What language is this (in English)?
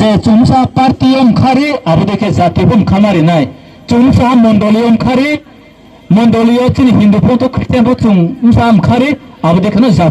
Riang (India)